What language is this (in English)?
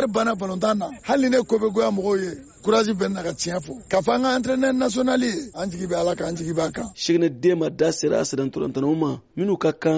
Bambara